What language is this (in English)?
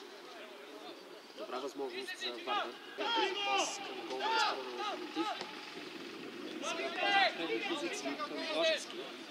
Bulgarian